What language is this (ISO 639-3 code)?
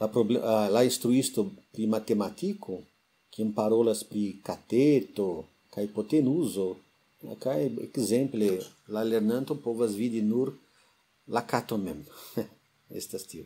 epo